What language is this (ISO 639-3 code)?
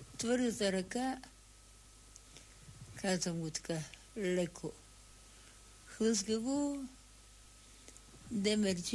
bul